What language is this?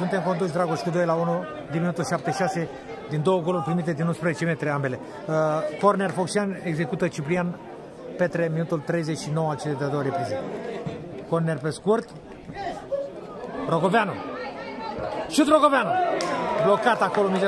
Romanian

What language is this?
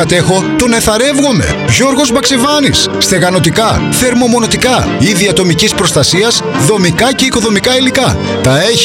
Greek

